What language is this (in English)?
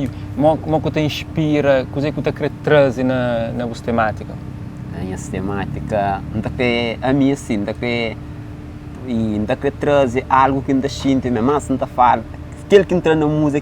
Kabuverdianu